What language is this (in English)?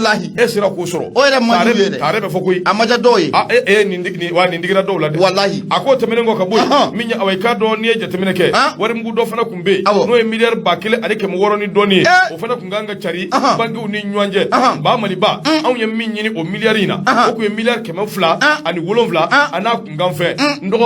Bambara